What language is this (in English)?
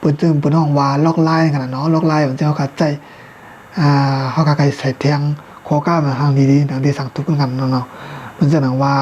Shan